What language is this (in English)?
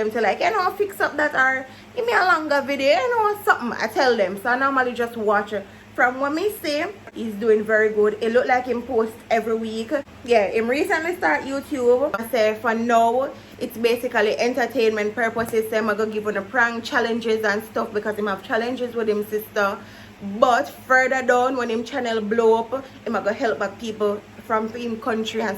Jamaican Creole English